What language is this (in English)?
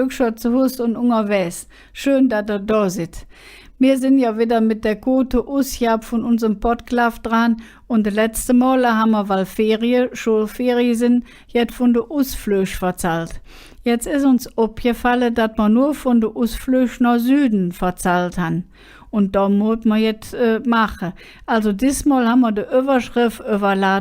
Colognian